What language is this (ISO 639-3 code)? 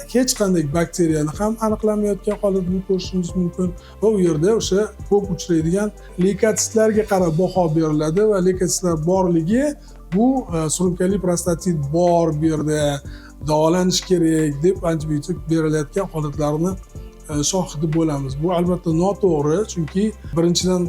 uzb